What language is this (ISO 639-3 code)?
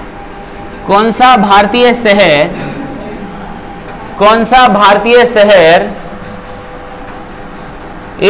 hin